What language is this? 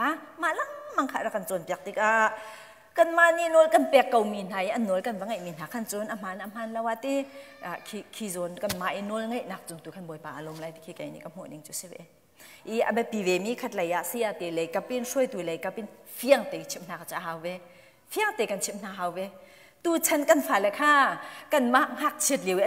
Hakha Chin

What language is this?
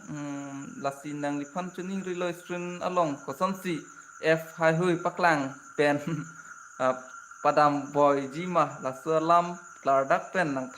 Karbi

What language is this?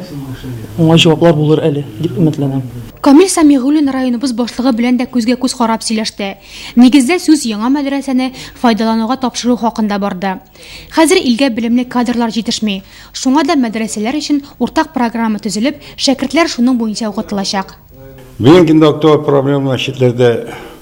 Tatar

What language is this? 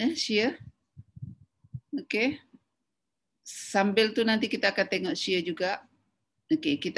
Malay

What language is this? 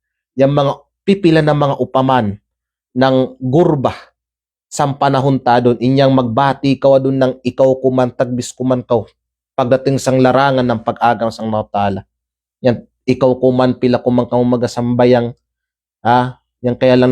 Kalagan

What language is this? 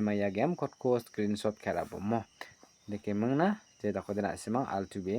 Garo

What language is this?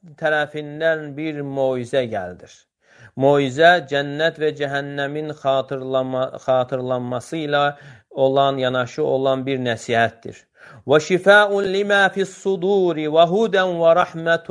Azerbaijani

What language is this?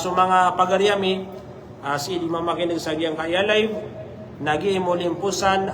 Maranao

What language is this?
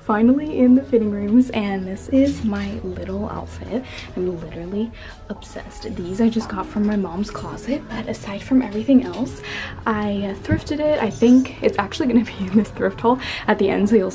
English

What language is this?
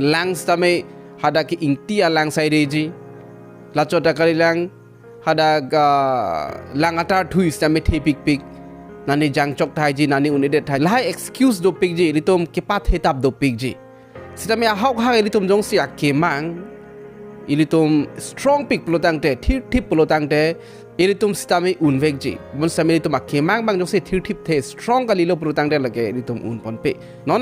Karbi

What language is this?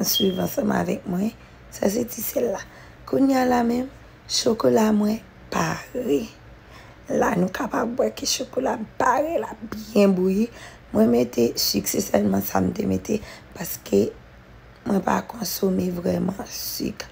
Haitian Creole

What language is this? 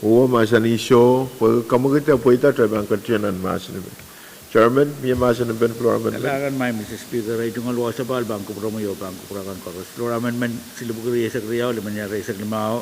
Pohnpeian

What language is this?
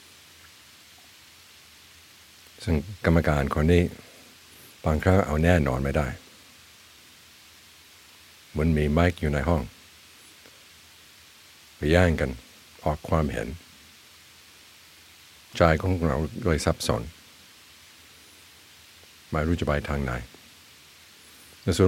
Thai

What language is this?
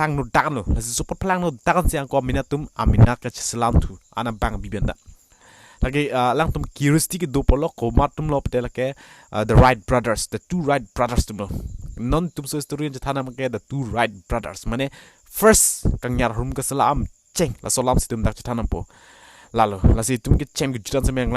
Karbi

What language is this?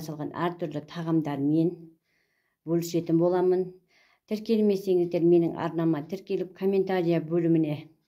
Kazakh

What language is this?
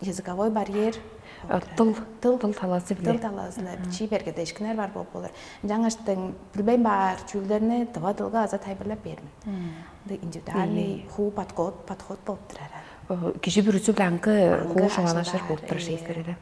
Tuvinian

